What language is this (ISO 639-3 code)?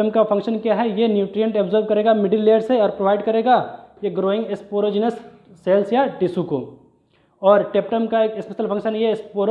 hin